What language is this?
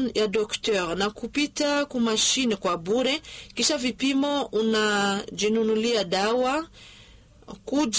Swahili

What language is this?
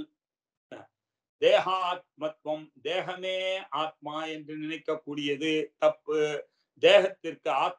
Tamil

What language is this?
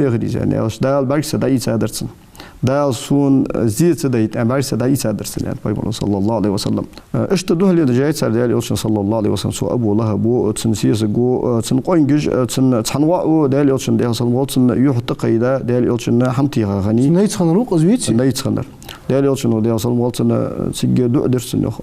Ingush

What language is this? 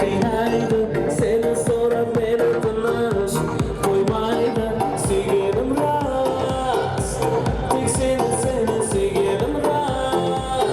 Kara-Kalpak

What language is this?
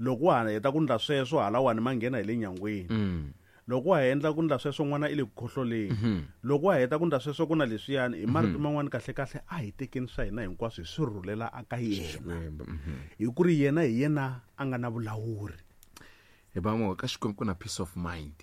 Tsonga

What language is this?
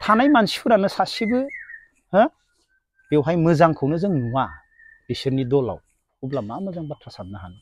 Bodo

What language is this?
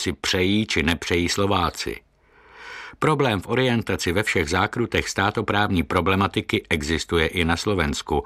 Czech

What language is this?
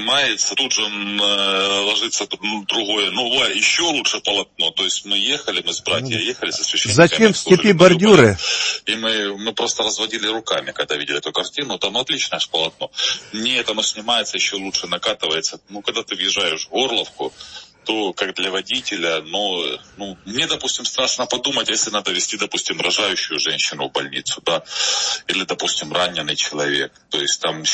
Russian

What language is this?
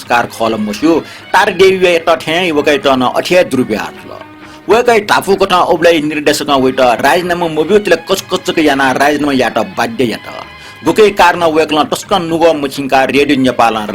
Newari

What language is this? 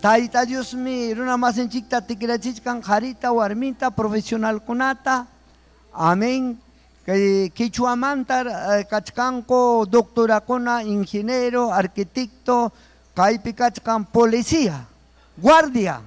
Ayacucho Quechua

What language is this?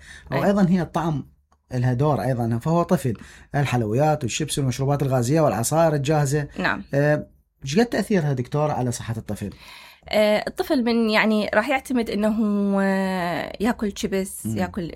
Mesopotamian Arabic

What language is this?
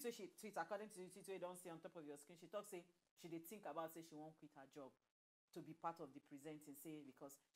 Nigerian Pidgin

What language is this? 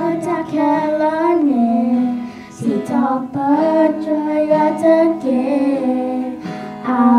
S'gaw Karen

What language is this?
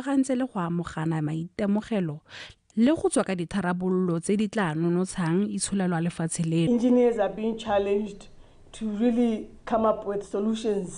Tswana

